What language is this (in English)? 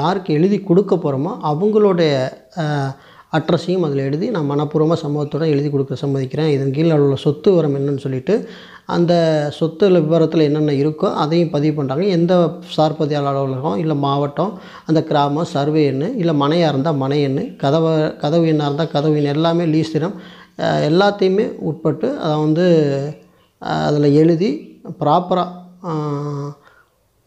Tamil